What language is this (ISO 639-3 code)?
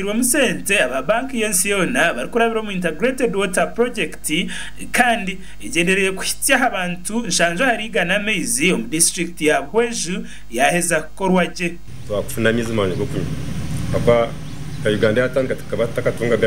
nyn